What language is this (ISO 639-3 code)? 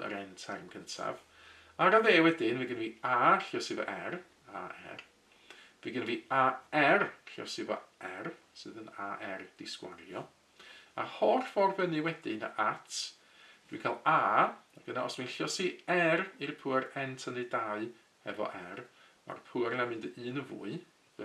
cym